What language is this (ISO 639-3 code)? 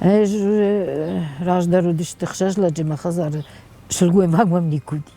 oss